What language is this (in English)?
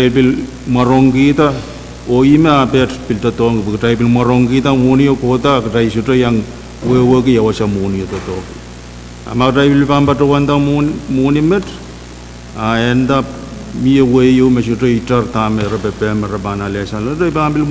Pohnpeian